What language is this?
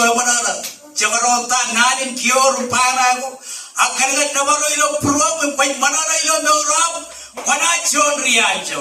Marshallese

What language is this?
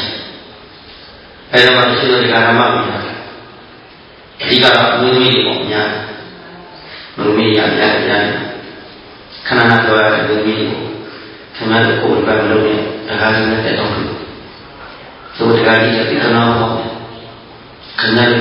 Burmese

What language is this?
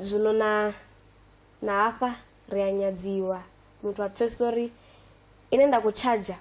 Venda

